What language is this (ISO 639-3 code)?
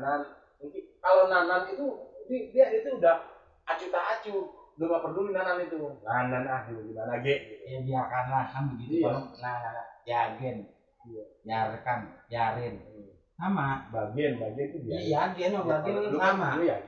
bew